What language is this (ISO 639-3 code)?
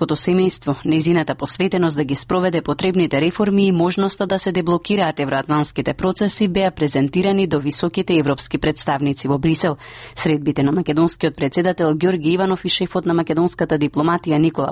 mkd